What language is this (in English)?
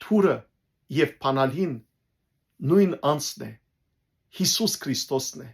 Western Armenian